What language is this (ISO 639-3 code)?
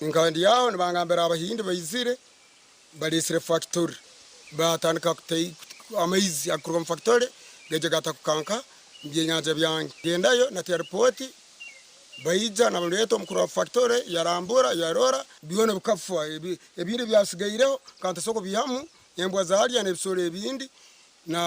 nyn